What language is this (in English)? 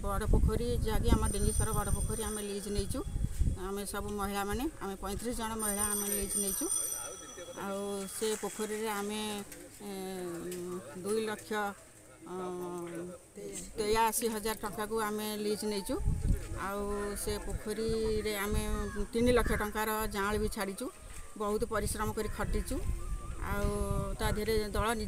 Odia